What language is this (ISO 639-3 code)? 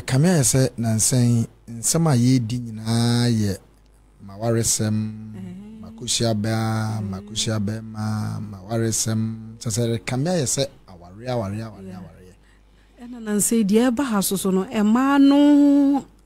aka